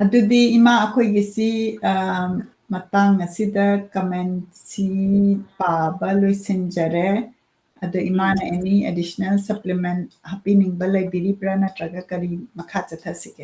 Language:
Manipuri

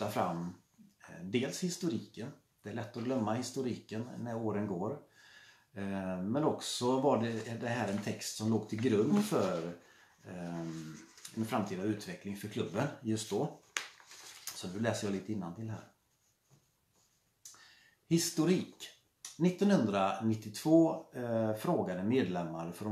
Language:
Swedish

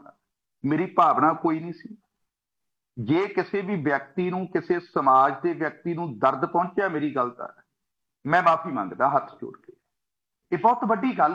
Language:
Punjabi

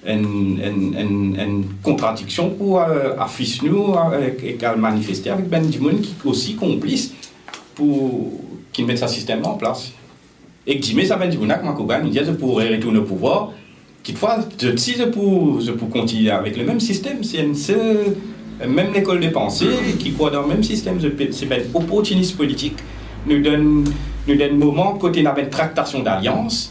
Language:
Morisyen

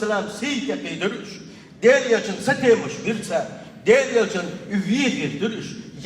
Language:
Chechen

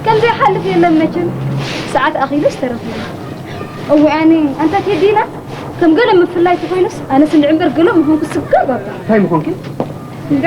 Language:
Tigrinya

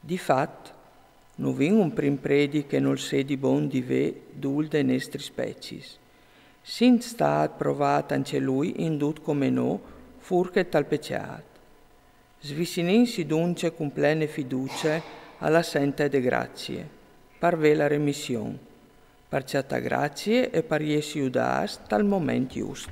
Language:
Friulian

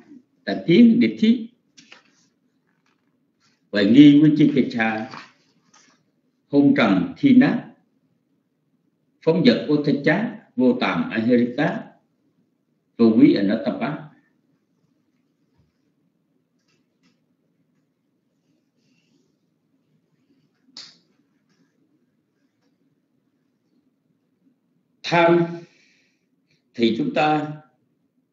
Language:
Vietnamese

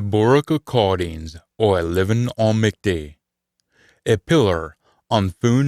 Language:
Scots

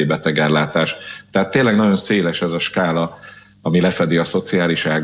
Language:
Hungarian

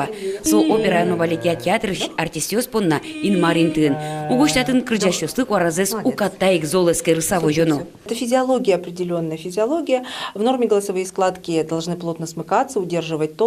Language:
Udmurt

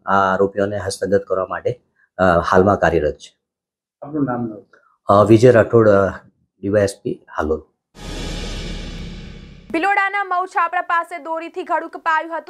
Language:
Gujarati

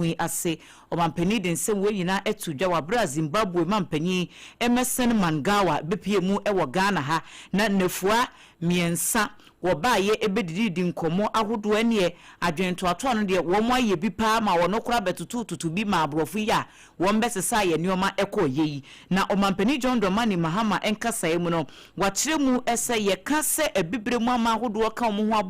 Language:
Akan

